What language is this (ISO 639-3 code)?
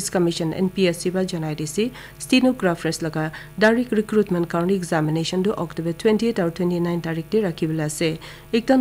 nag